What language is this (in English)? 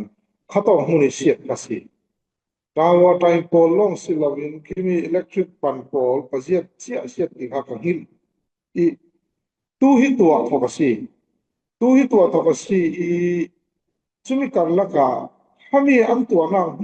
Falam Chin